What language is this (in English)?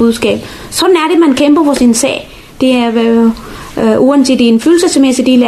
Danish